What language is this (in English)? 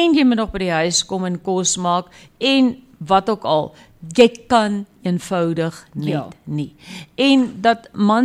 Afrikaans